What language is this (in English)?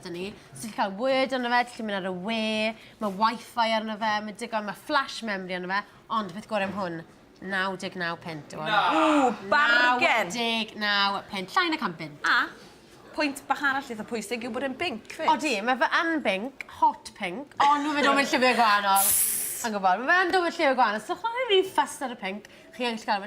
Welsh